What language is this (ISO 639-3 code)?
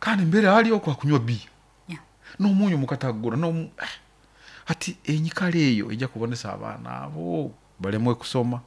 nyo